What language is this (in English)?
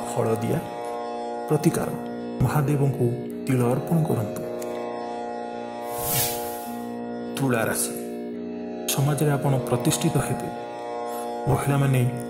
Odia